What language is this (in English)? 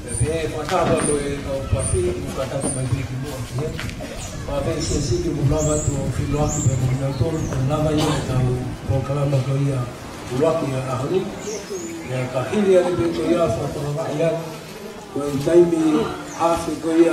Tongan